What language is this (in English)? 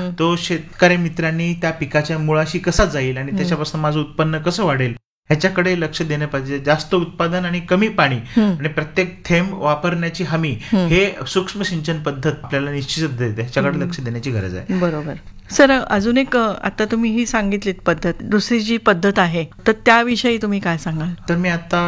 Marathi